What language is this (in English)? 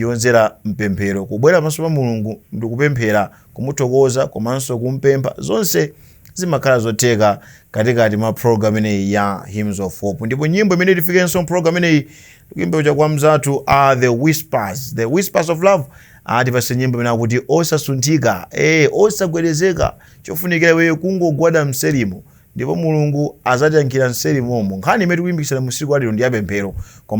Nyanja